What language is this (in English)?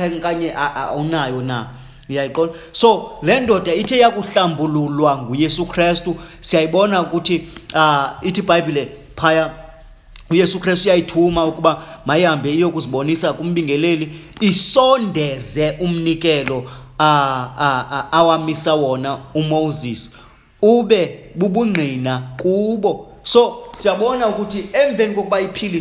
Xhosa